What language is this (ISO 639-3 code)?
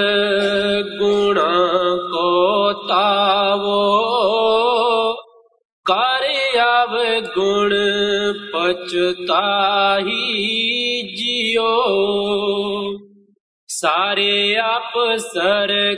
pan